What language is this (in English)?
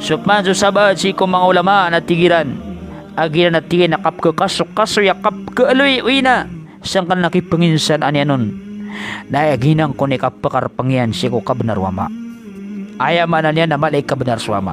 Maranao